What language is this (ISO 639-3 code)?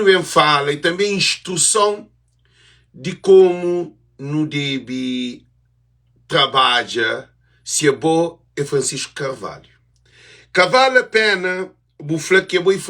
kea